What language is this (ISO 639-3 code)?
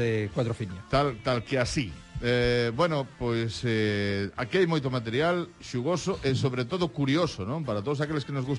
glg